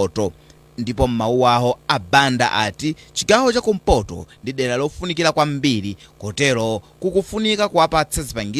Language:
Nyanja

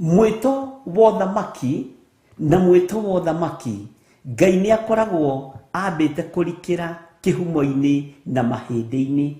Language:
Kikuyu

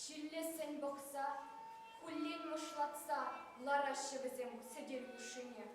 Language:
Chuvash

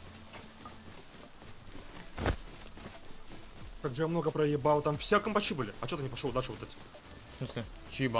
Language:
Russian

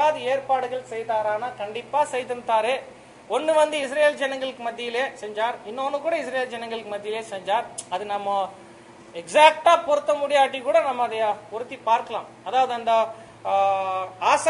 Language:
Tamil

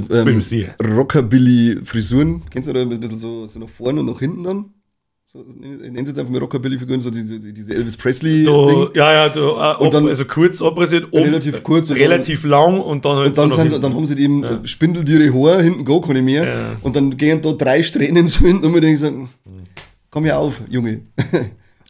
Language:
Bavarian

